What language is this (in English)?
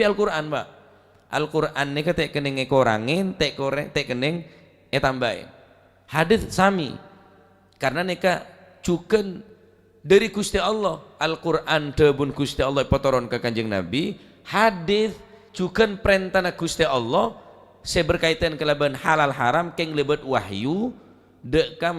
Madurese